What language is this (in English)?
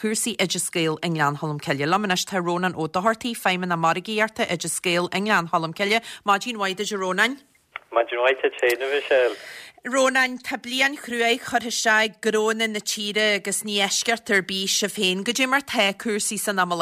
Irish